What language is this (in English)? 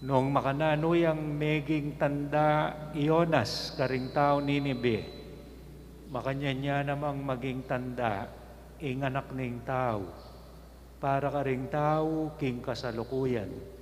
Pampanga